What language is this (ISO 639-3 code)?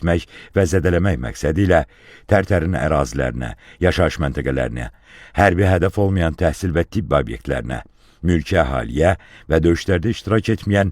aze